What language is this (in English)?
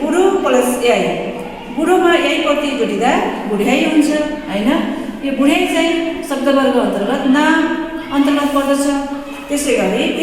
Nepali